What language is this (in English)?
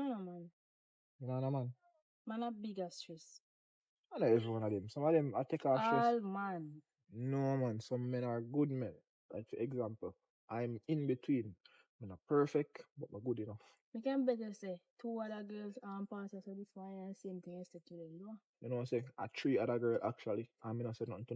Jamaican Creole English